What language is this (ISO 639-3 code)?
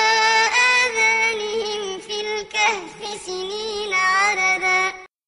ara